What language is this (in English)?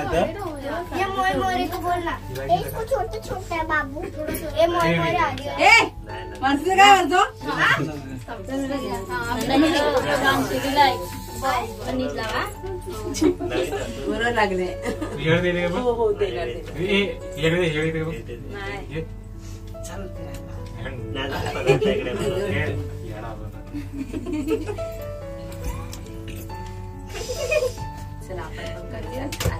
Marathi